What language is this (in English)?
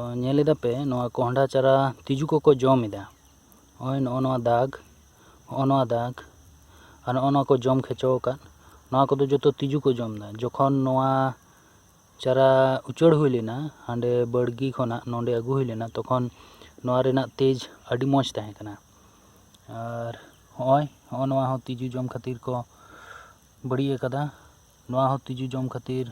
Santali